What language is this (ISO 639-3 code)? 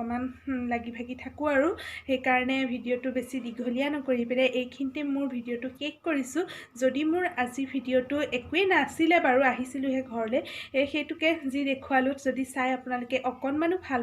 asm